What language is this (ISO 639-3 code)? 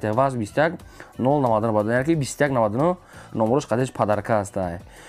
tgk